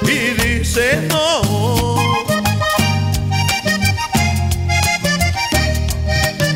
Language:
Spanish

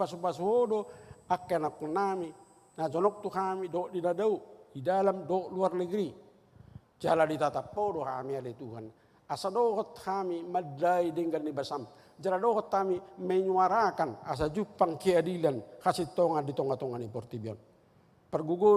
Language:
Batak Toba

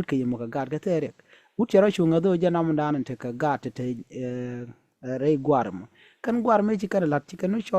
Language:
Nuer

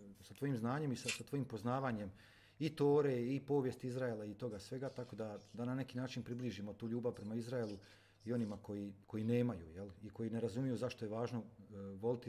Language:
Croatian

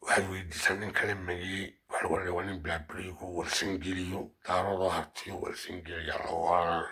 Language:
Somali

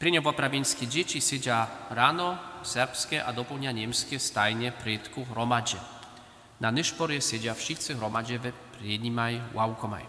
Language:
Upper Sorbian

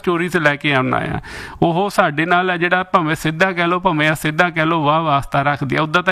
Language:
Punjabi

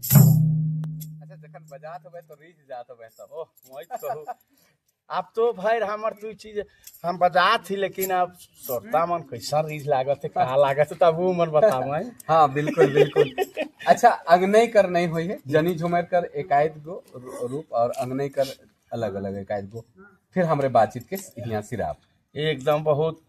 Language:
Sadri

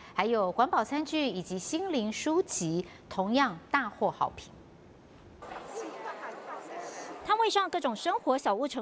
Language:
Chinese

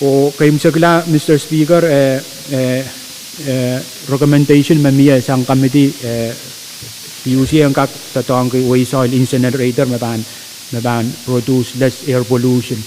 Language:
Pohnpeian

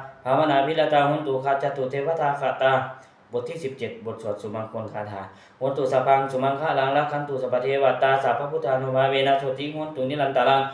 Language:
Pali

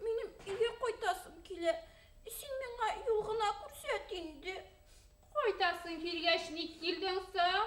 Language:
Bashkir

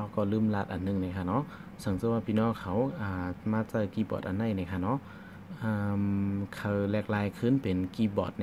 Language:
Shan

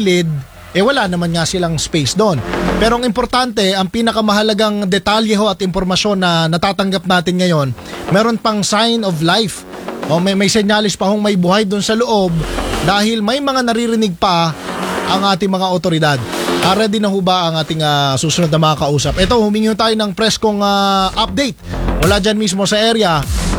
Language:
Filipino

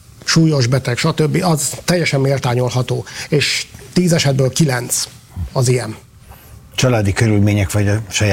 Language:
Hungarian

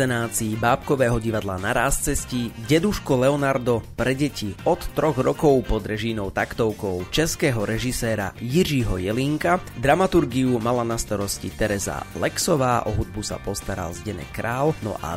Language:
Slovak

